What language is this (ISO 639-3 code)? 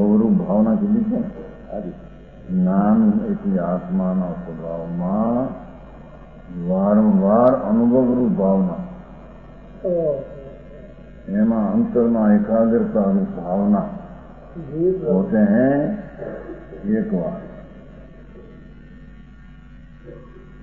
guj